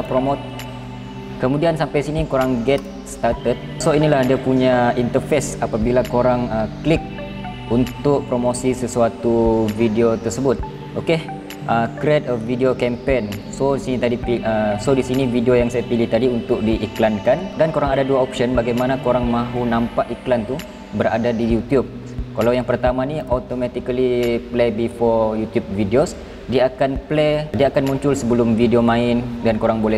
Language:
Malay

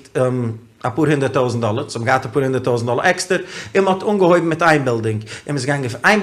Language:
Yiddish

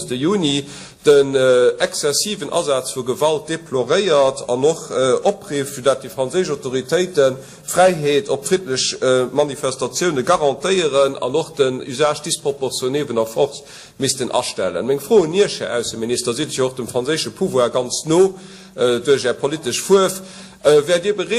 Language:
Luxembourgish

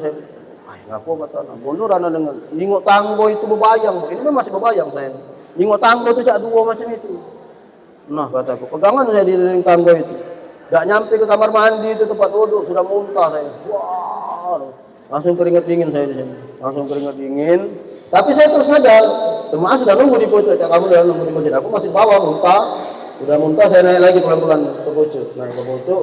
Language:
Musi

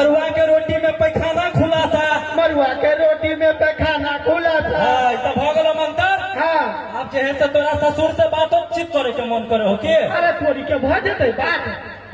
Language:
Maithili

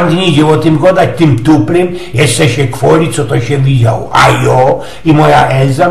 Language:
Silesian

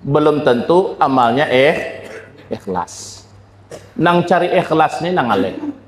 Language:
Banjar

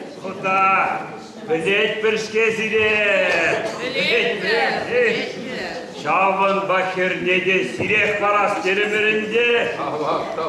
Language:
Chuvash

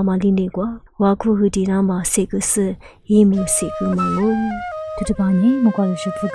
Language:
Lisu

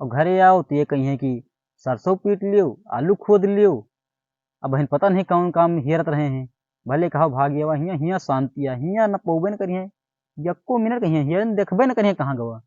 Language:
Awadhi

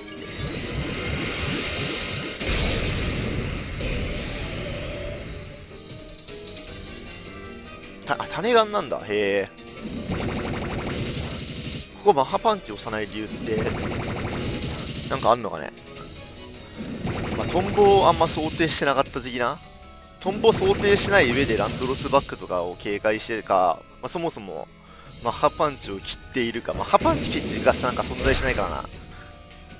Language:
Japanese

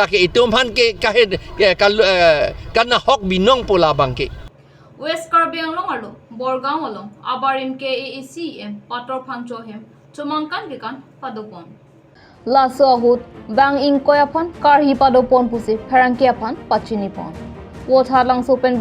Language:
Karbi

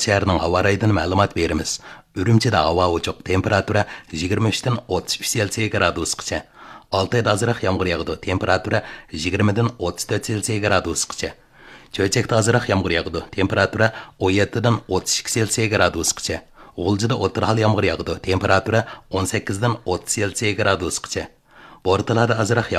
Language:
Uyghur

